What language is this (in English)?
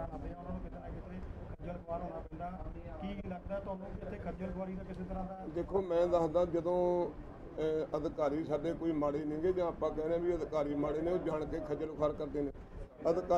Punjabi